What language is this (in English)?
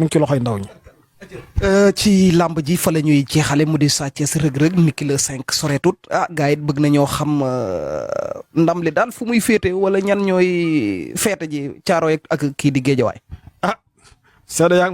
Wolof